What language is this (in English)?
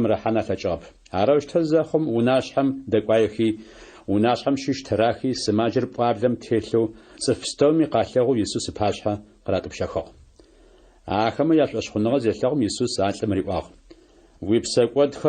Adyghe